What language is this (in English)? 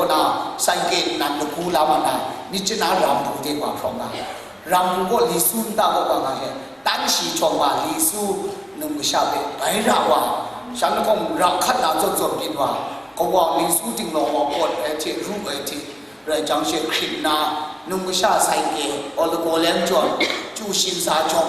Kachin